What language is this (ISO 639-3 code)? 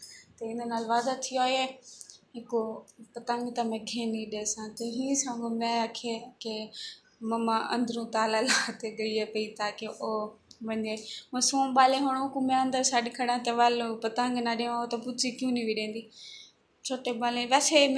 skr